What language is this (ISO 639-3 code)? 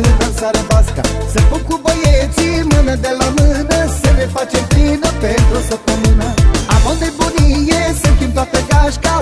ron